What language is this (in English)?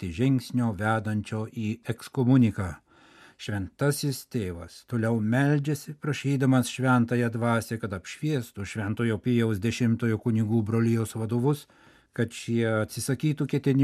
Lithuanian